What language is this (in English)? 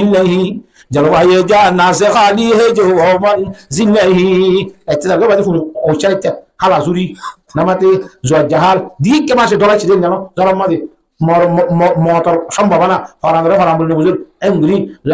Rohingya